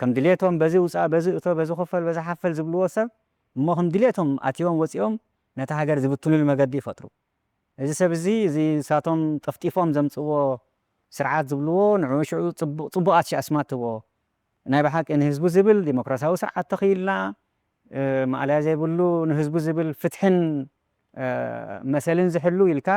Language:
Tigrinya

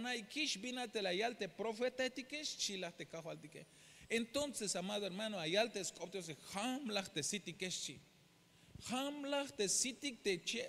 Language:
Tzeltal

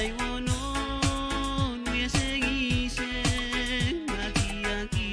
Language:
Pohnpeian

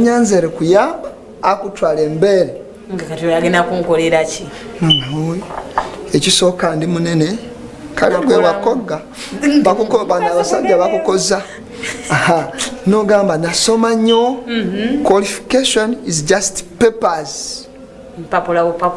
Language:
Ganda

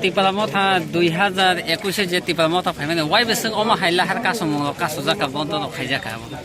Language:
Kok Borok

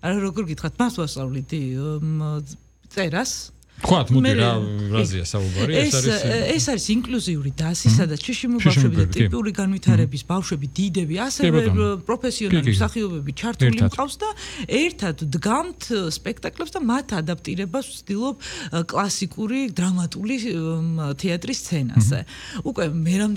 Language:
Georgian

